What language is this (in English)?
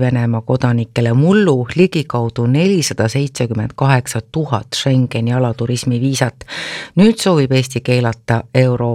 Estonian